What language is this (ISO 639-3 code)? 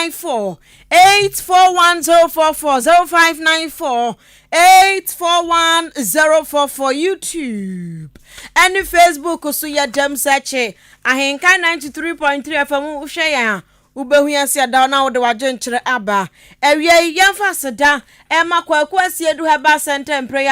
aka